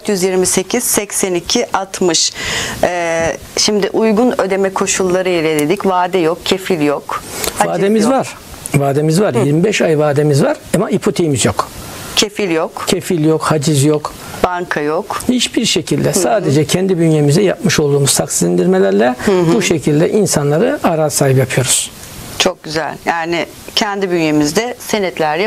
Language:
Turkish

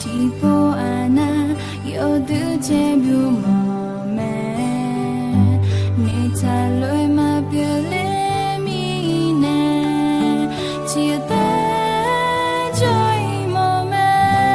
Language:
Akha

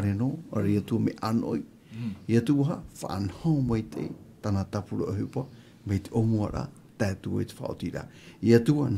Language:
Tahitian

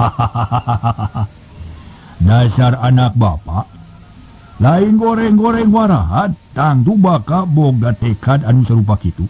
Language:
Sundanese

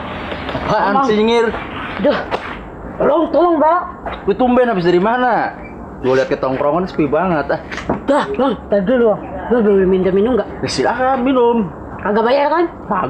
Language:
Betawi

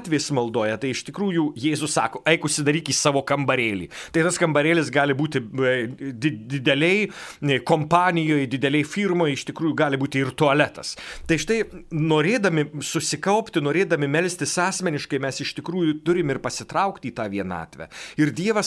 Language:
Lithuanian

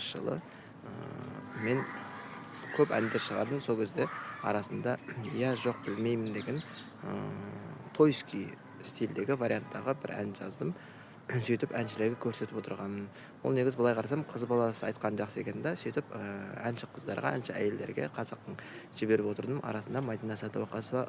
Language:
Kazakh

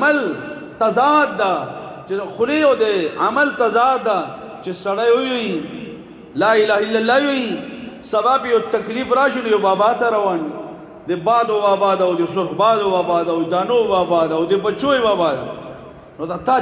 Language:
Pashto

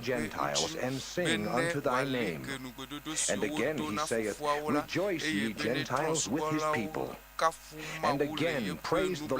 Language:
Ewe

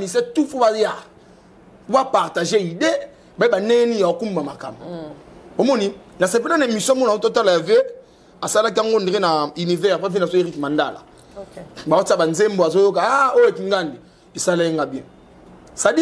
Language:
Lingala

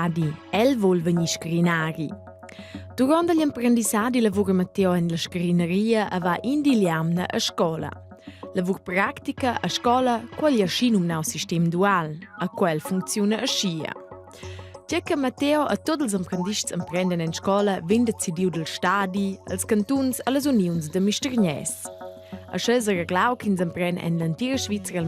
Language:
Romansh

